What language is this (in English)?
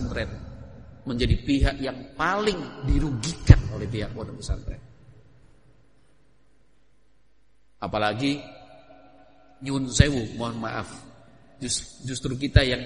Indonesian